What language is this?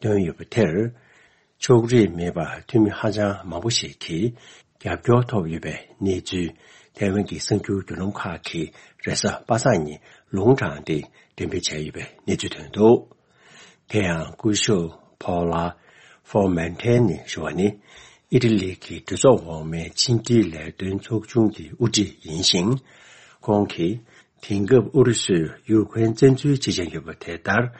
Tibetan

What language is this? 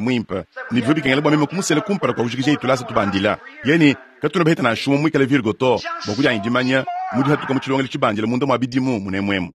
Luba-Lulua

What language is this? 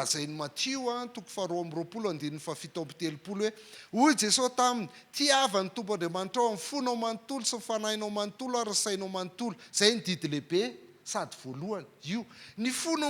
Malagasy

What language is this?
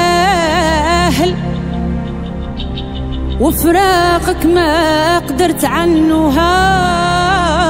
Arabic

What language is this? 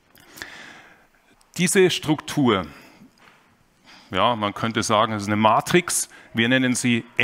German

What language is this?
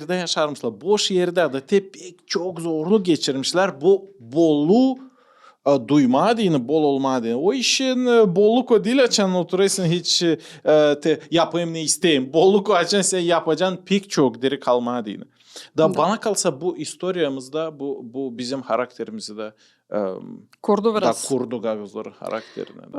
Gagauz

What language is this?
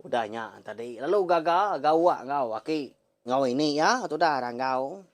Iban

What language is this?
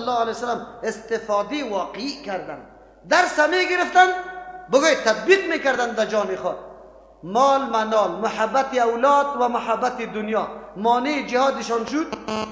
Persian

